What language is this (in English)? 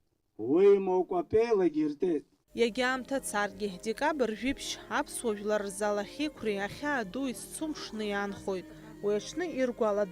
Abkhazian